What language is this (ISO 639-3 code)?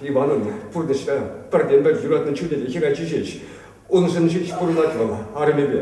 chv